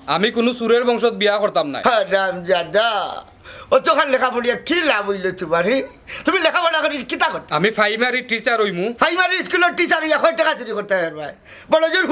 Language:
Sylheti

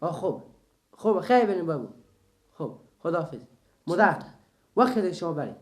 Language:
Persian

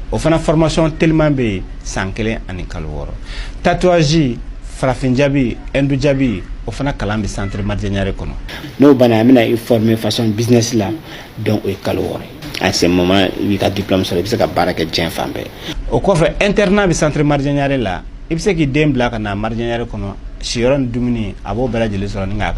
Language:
Bambara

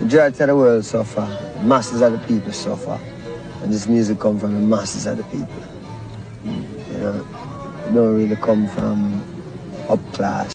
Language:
Jamaican Creole English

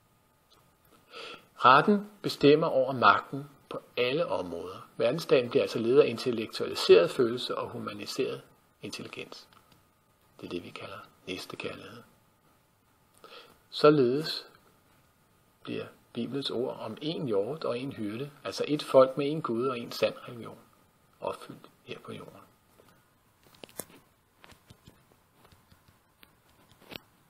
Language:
Danish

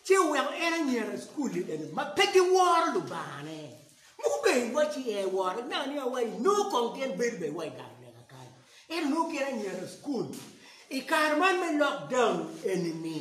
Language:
Acoli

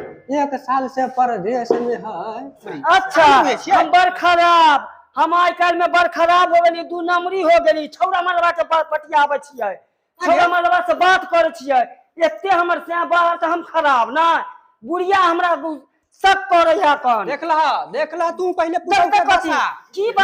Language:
Maithili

